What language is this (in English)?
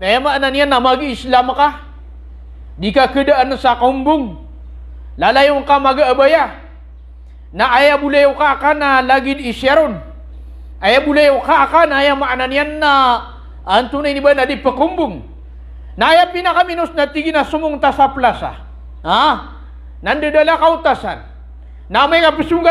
Maranao